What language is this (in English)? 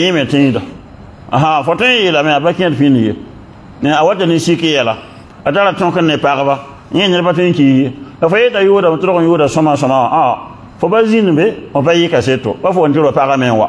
Mossi